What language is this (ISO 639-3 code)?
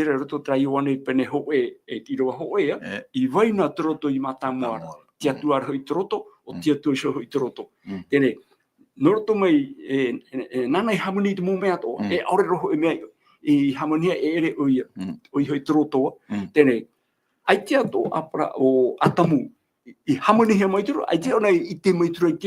tah